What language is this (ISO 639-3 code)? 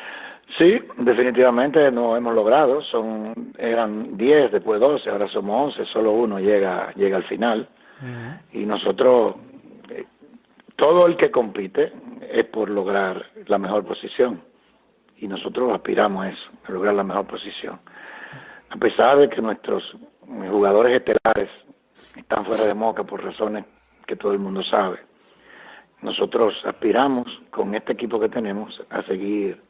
spa